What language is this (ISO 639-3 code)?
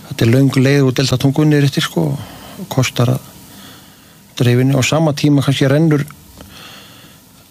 isl